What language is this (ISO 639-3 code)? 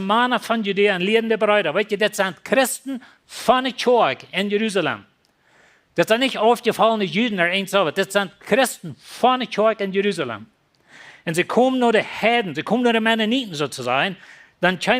pdt